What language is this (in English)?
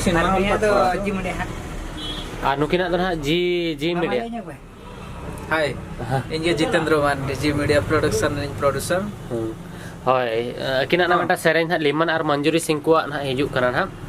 Santali